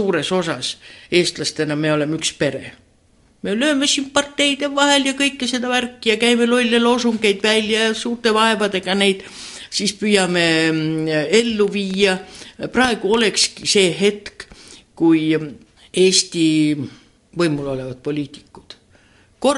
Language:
Estonian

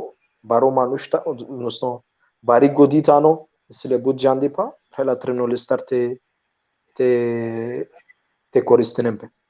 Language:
Balkan Romani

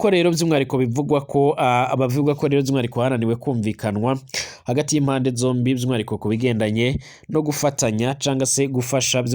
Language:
Rundi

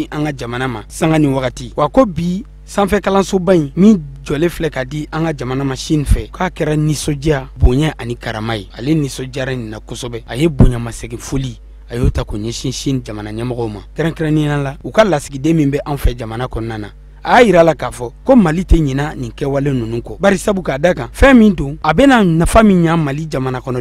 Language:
Bambara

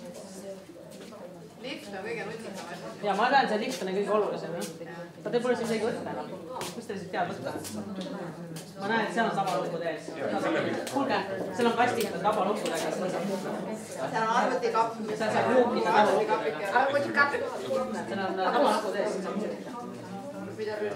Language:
Estonian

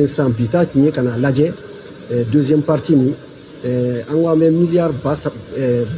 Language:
Bambara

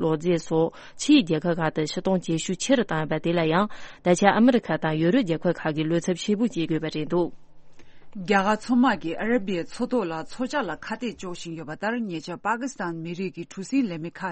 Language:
Tibetan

